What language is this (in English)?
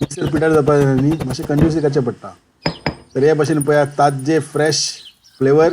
Konkani